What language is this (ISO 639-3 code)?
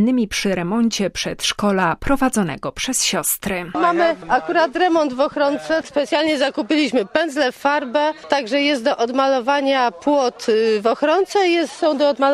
pol